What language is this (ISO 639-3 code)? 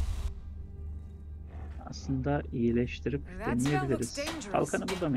tur